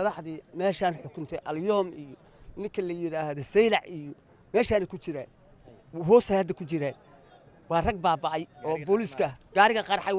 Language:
Somali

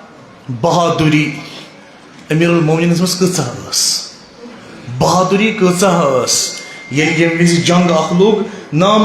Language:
Kashmiri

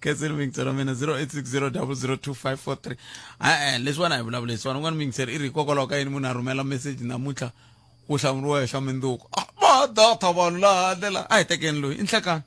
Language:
Tsonga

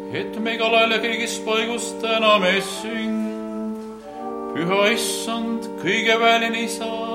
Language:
Estonian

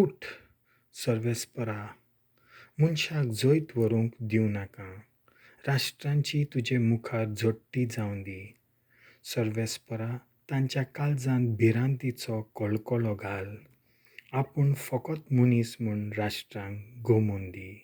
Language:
Konkani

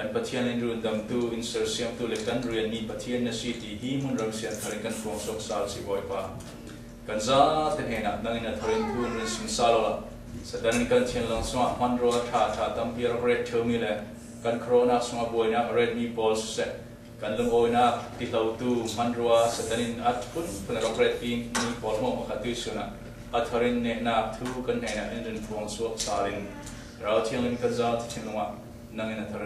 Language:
Falam Chin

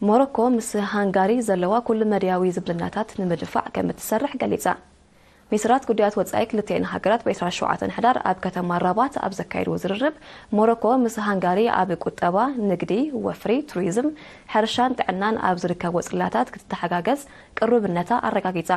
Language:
Tigrinya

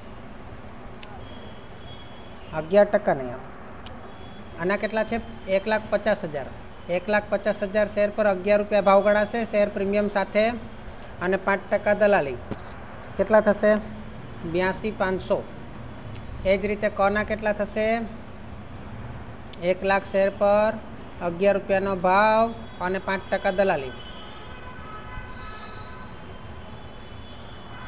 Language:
Gujarati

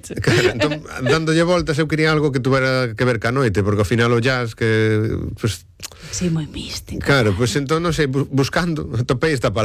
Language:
Galician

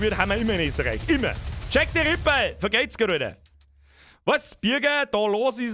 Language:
Bavarian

